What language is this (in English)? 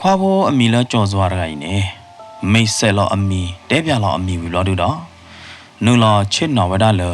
S'gaw Karen